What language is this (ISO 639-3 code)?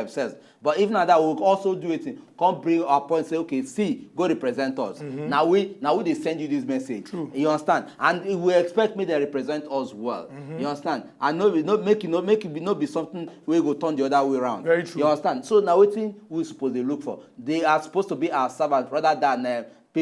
pcm